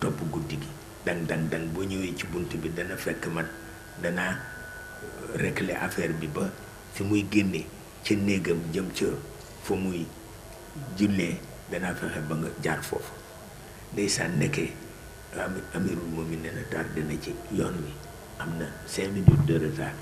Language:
Wolof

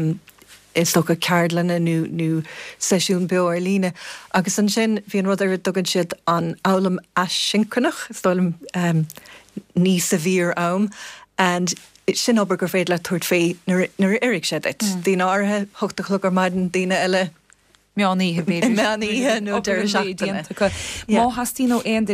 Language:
Irish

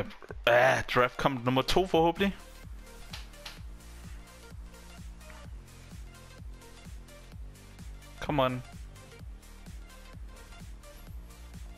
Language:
Danish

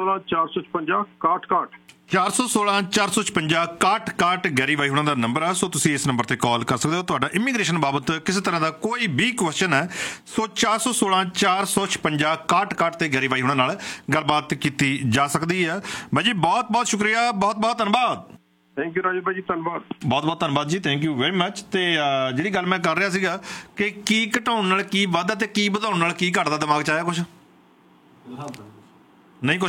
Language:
Punjabi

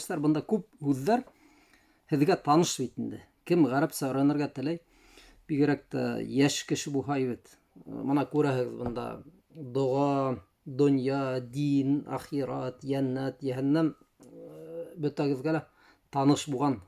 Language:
Bashkir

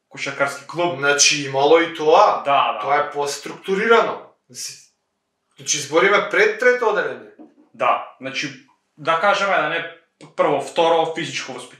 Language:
Macedonian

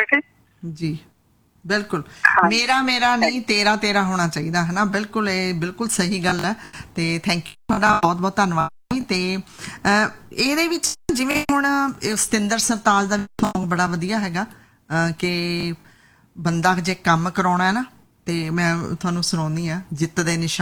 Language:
Punjabi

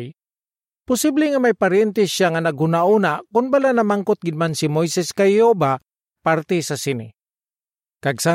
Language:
Hiligaynon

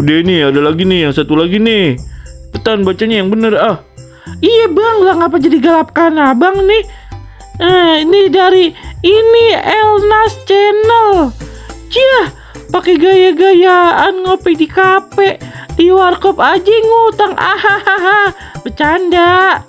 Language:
Betawi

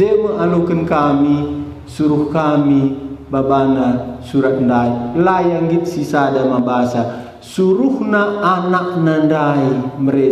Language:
Batak Karo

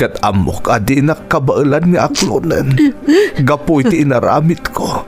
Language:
Iloko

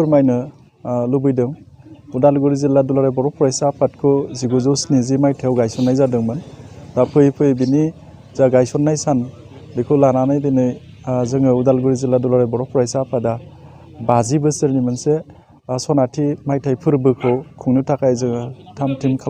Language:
Bodo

